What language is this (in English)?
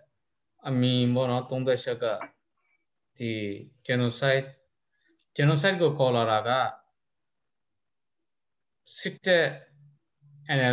Burmese